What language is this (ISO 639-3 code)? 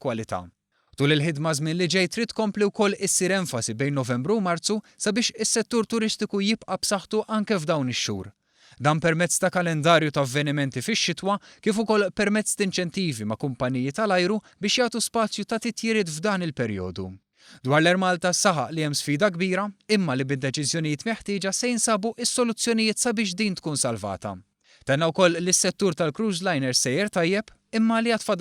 mlt